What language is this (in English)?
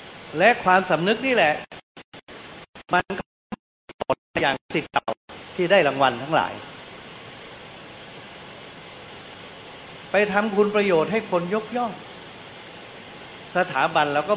Thai